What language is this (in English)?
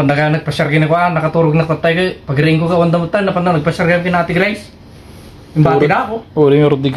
Iloko